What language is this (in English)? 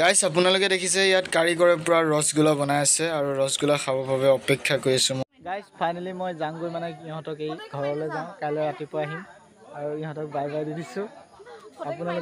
Assamese